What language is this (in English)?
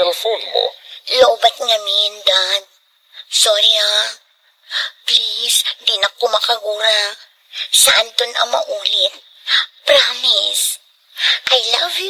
Iloko